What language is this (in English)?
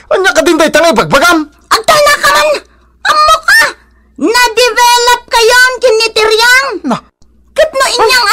Iloko